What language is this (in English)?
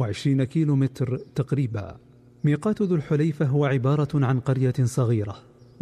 Najdi Arabic